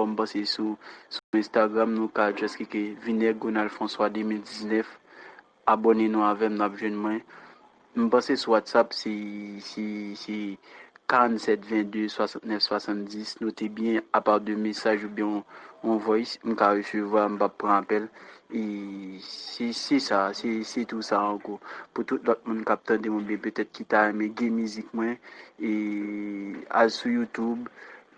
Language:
Haitian Creole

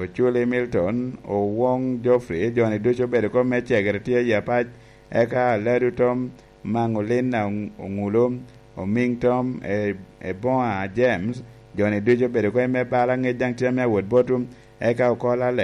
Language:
Lango (Uganda)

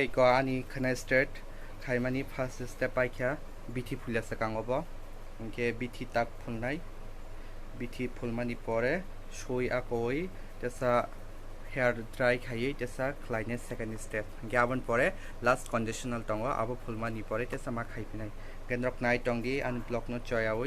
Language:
Kok Borok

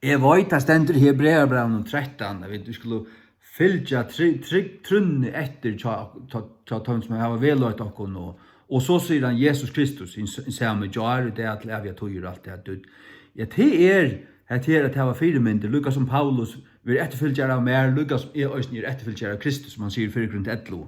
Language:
Faroese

